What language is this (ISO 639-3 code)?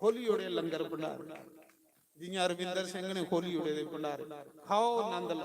doi